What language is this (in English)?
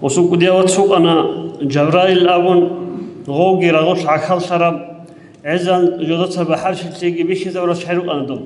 Avaric